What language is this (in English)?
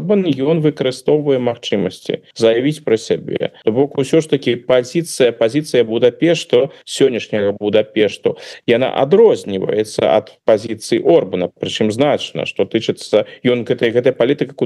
Belarusian